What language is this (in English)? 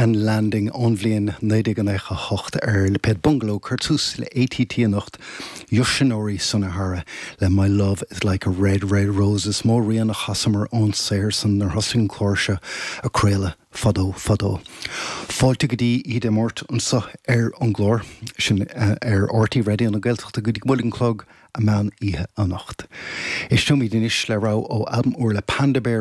Irish